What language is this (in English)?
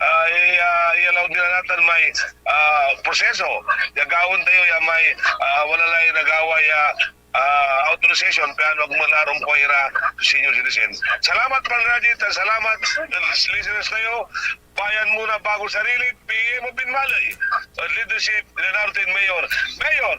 Pangasinan